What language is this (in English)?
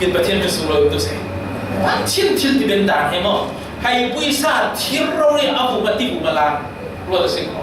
Falam Chin